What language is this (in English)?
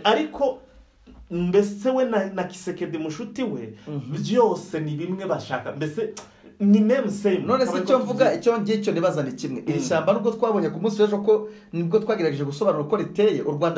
Kinyarwanda